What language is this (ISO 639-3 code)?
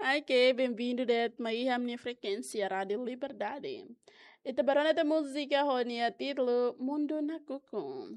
tet